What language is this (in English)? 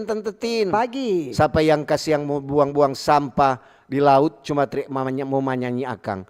Manado Malay